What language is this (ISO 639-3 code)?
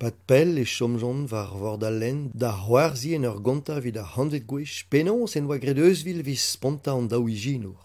bre